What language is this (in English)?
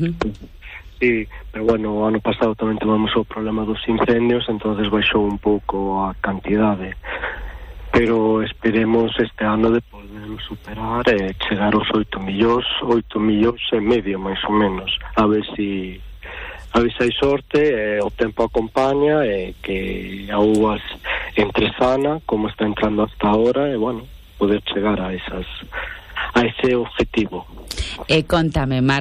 Galician